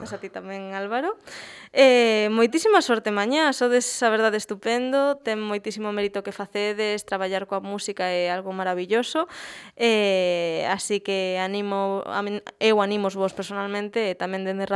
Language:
Galician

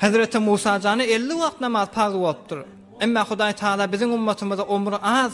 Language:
Turkmen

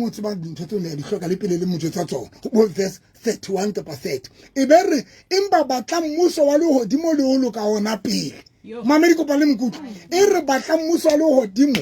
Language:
Southern Sotho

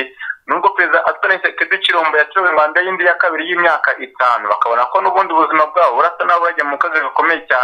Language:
Kinyarwanda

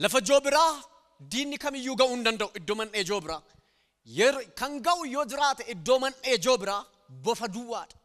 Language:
Oromo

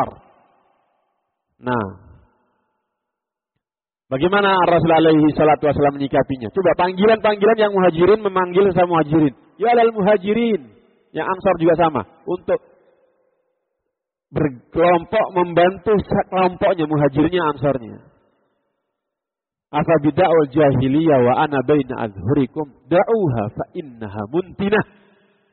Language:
Indonesian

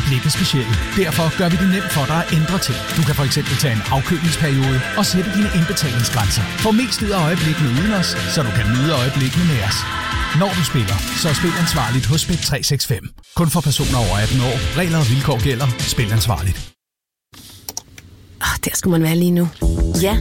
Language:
Danish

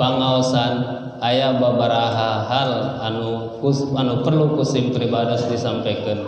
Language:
Sundanese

